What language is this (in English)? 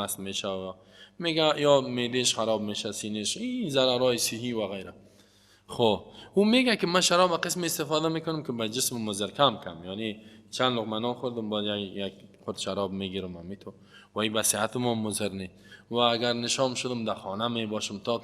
Persian